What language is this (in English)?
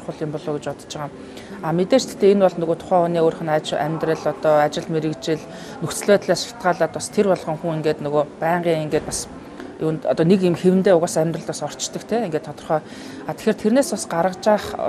Mongolian